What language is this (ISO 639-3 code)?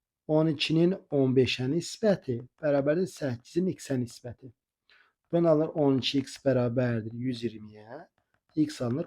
aze